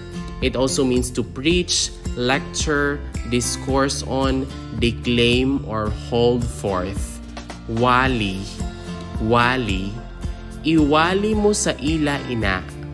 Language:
Hiligaynon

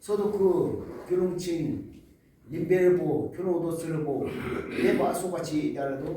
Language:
Yimchungru Naga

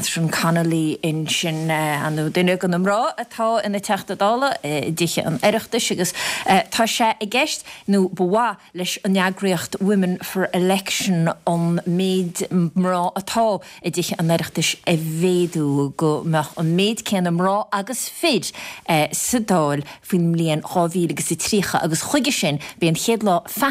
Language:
Irish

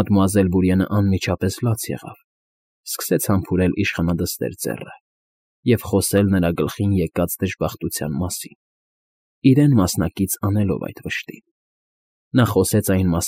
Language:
Armenian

